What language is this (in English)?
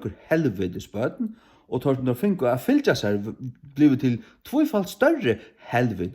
Faroese